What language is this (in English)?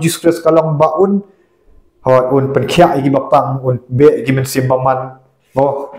Khasi